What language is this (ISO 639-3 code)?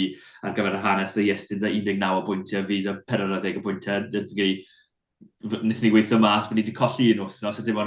cym